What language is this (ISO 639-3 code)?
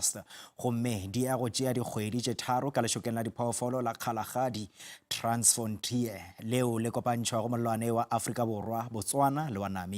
nso